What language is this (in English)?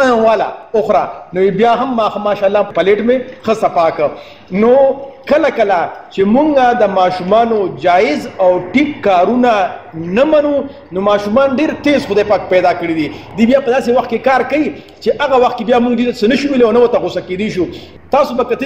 Pashto